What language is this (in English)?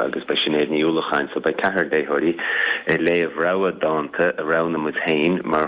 Irish